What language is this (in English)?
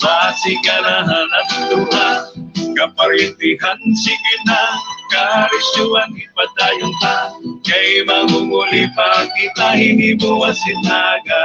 Waray